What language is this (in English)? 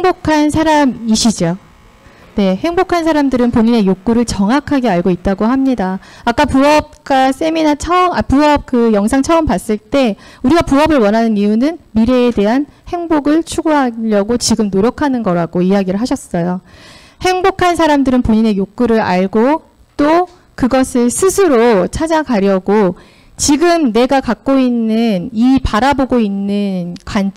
Korean